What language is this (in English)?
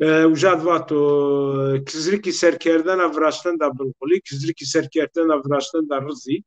Zaza